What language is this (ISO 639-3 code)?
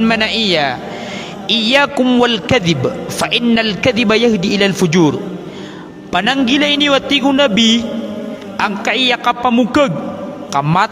mrw